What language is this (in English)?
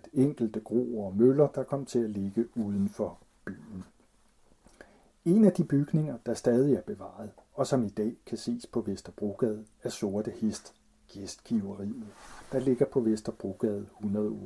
Danish